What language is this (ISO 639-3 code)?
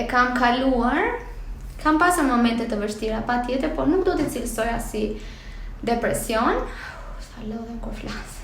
sqi